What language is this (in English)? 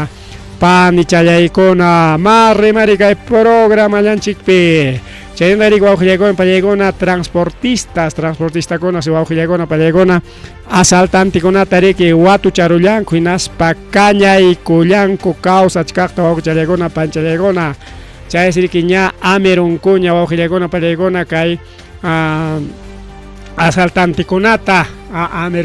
Ayacucho Quechua